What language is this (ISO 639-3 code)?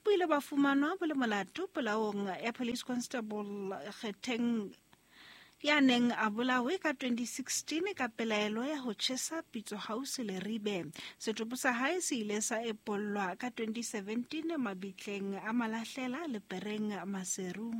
sot